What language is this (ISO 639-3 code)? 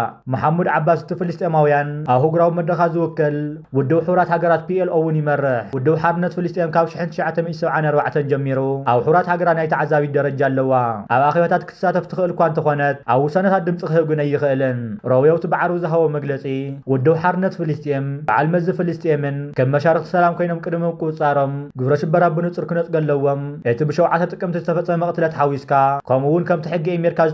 tir